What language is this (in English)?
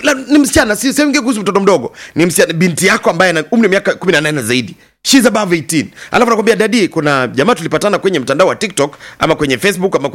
Swahili